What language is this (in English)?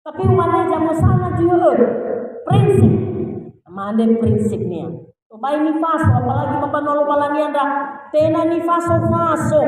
Nias